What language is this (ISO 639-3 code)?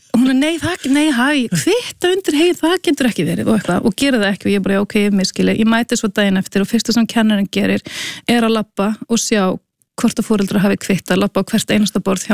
isl